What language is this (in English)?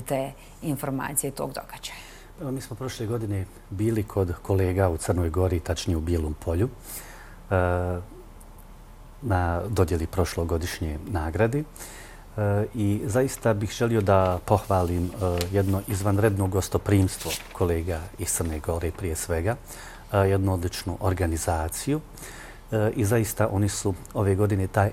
Bosnian